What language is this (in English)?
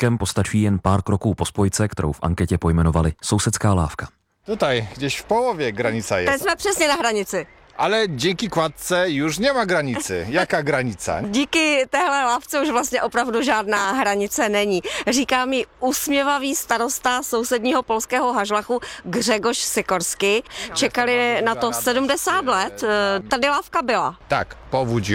Czech